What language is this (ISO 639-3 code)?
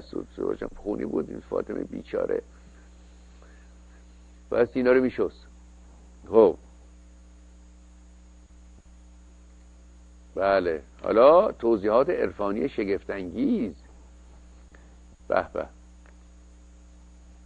fas